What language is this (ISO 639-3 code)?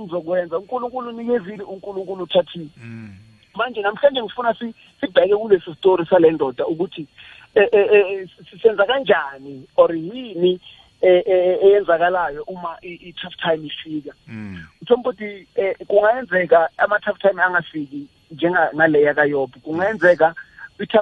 nbl